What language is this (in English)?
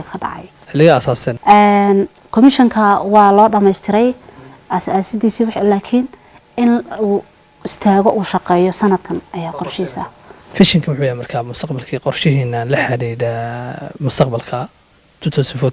Somali